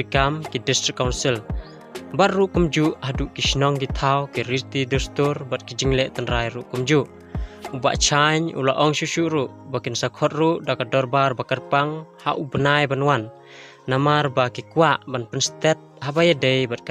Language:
Khasi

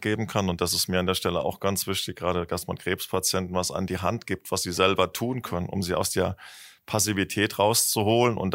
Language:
German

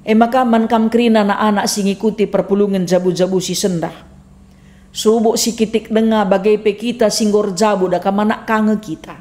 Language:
Batak Karo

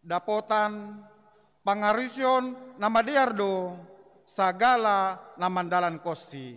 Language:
Batak Simalungun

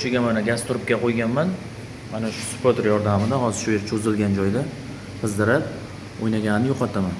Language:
Uzbek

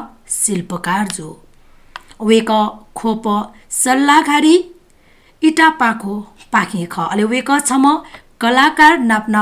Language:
Newari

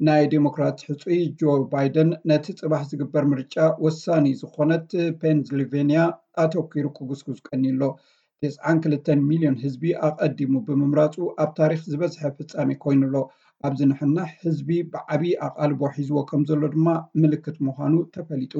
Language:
Tigrinya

